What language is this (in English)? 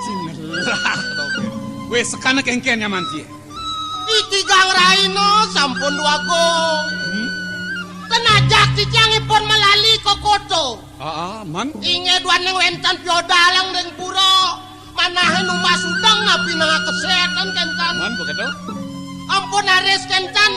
Balinese